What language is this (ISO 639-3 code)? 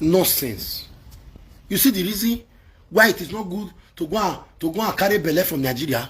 pcm